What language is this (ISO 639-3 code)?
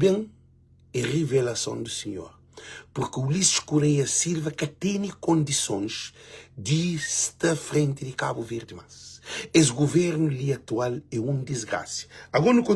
kea